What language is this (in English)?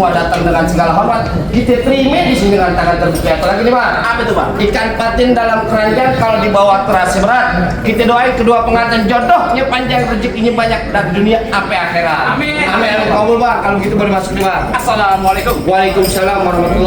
Betawi